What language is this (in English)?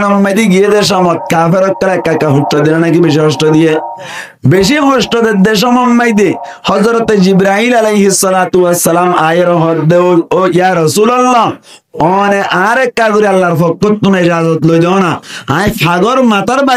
Rohingya